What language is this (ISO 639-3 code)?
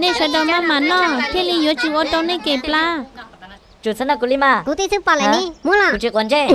hmn